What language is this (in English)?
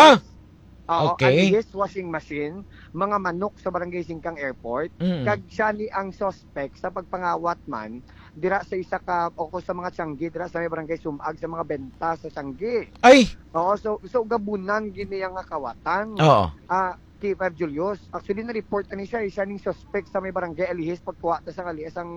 Hiligaynon